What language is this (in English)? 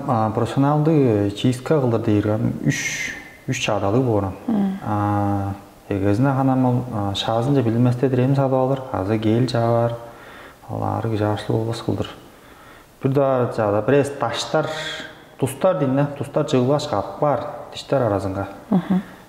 Tuvinian